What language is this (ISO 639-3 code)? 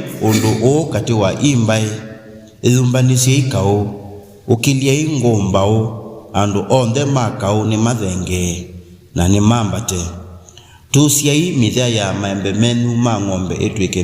kam